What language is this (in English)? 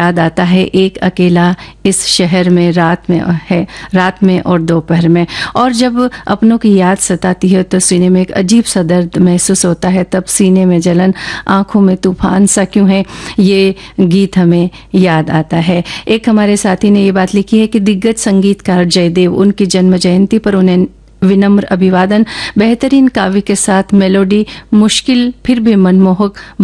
Hindi